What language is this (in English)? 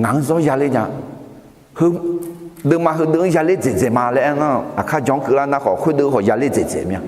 Akha